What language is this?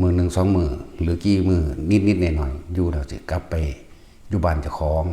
Northeastern Thai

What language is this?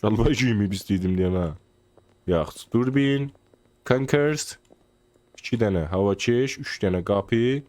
South Azerbaijani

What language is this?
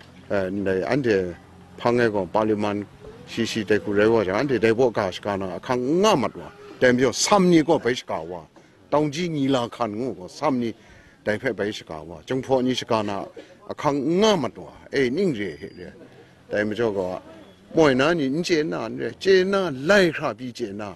Kachin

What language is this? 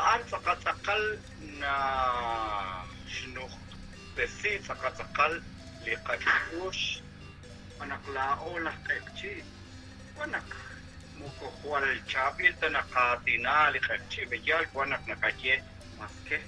Kekchí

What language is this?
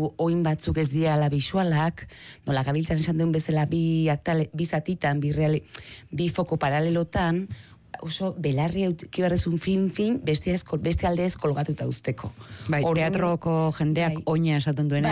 Basque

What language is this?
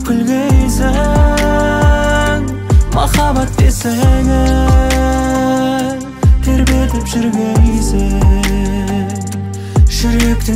Kazakh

